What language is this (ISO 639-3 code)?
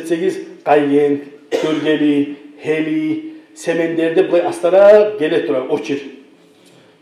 kum